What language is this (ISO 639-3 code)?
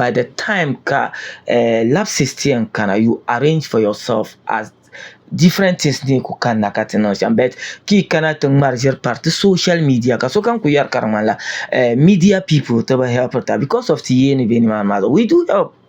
dag